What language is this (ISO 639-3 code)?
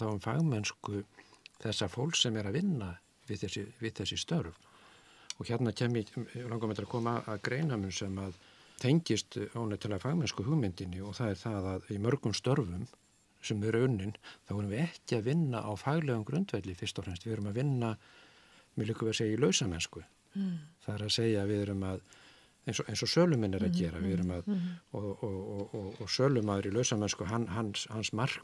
isl